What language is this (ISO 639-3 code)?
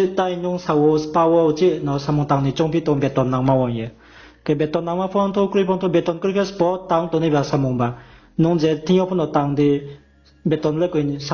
ria